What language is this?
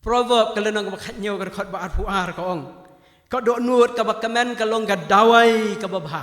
Khasi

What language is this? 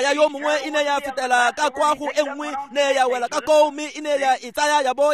Tswana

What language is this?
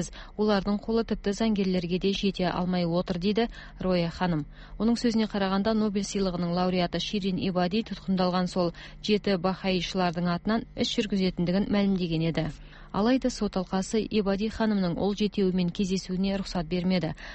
Kazakh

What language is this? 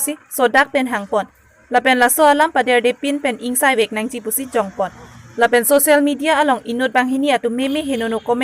Karbi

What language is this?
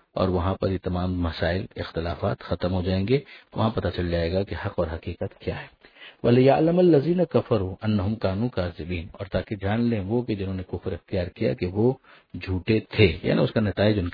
Urdu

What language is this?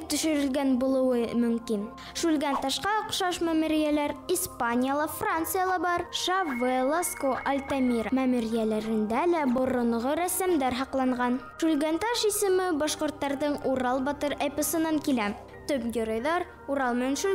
Bashkir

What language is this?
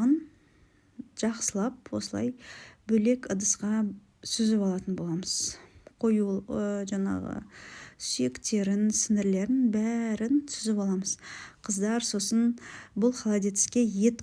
Kazakh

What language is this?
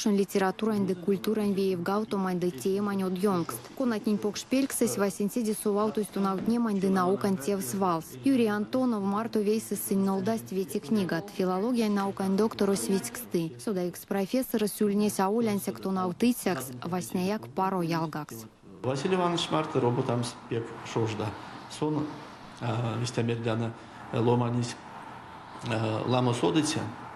Erzya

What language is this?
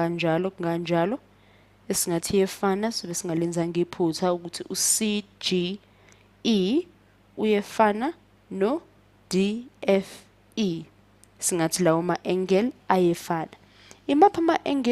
Zulu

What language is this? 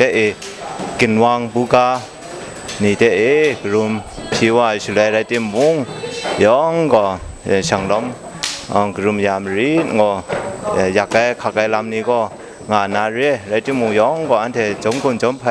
Kachin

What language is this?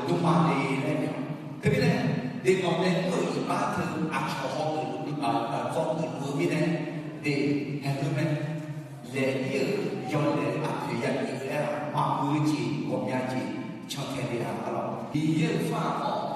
Akha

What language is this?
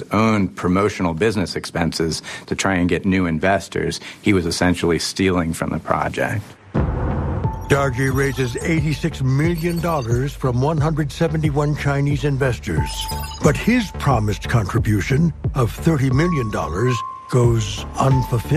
English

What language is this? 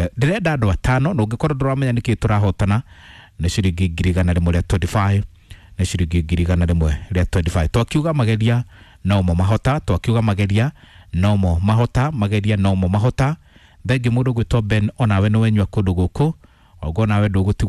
Kikuyu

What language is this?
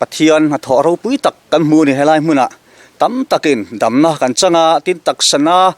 Mizo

